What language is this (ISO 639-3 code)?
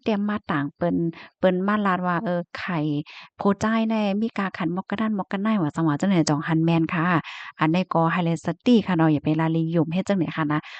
shn